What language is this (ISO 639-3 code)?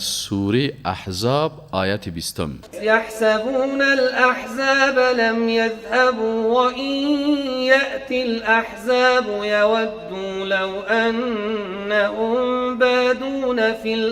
fas